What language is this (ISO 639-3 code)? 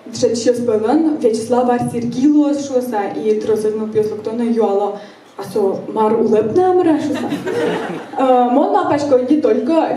udm